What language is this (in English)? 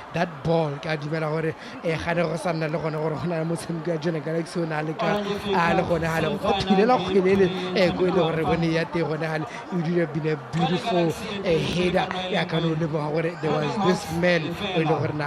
Tswana